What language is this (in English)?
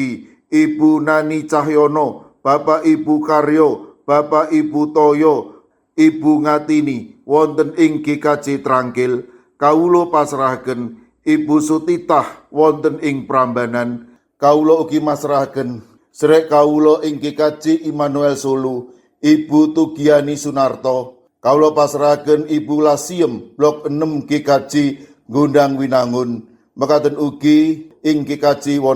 Javanese